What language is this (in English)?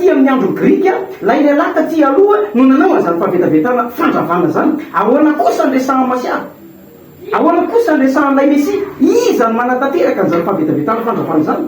Malagasy